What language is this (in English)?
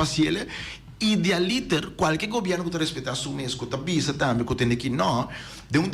Papiamento